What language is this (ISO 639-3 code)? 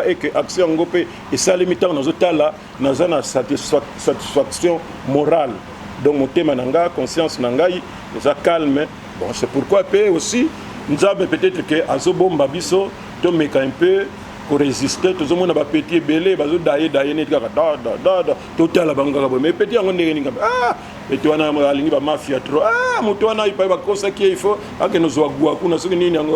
lin